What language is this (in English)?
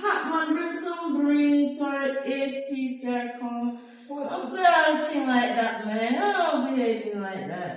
Jamaican Creole English